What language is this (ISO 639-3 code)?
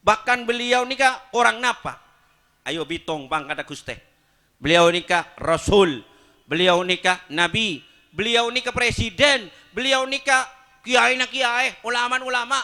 mad